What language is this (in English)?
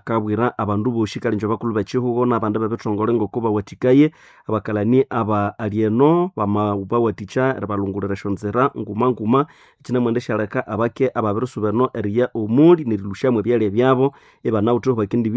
Nande